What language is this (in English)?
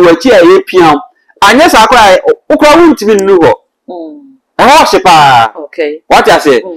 Akan